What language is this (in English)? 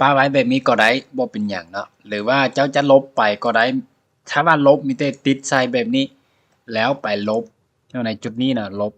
Lao